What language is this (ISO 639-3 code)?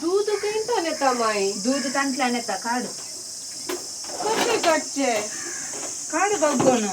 kok